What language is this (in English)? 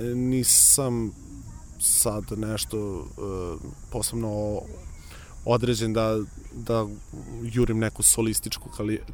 Serbian